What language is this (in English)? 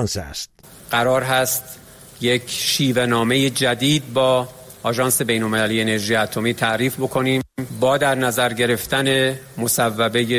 Persian